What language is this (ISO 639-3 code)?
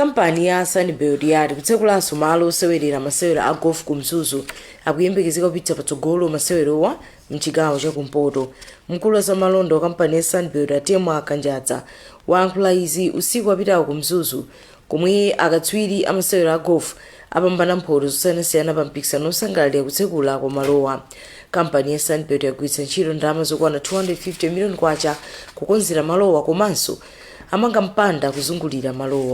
nya